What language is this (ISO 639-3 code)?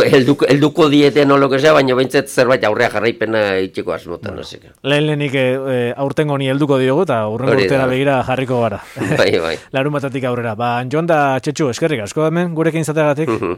eus